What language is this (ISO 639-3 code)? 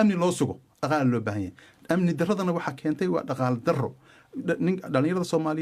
som